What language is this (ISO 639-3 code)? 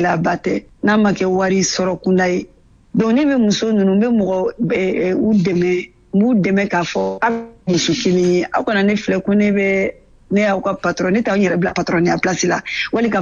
bam